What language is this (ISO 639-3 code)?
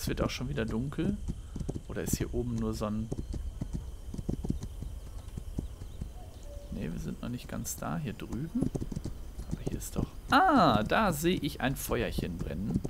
deu